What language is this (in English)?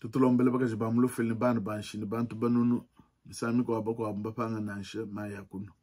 Luba-Lulua